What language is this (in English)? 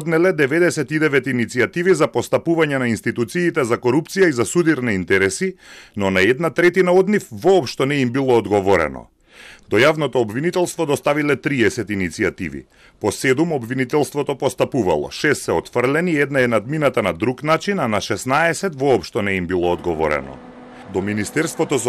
Macedonian